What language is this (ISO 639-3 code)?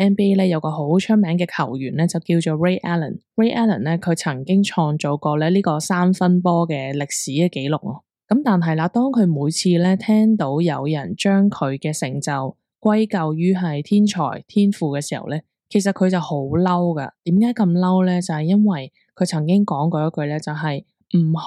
yue